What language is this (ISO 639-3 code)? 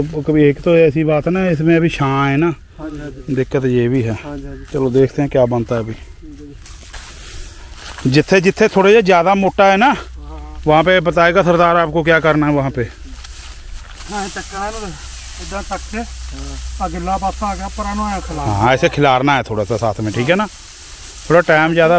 pan